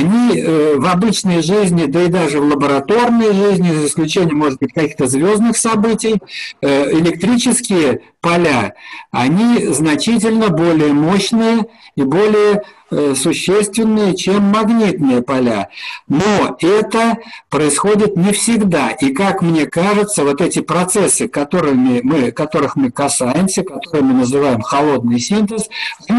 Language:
Russian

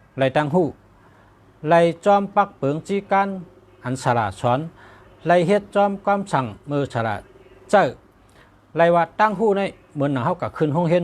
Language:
Shan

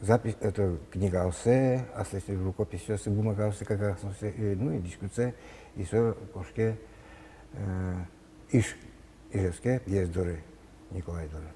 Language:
Udmurt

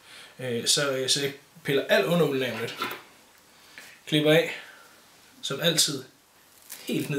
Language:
Danish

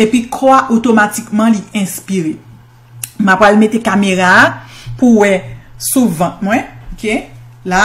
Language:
Haitian Creole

